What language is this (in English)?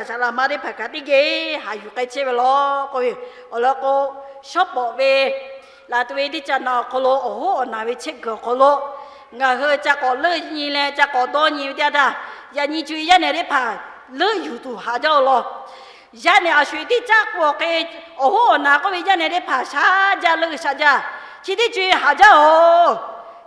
Lahu